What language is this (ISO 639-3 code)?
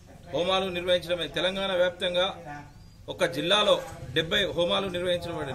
tel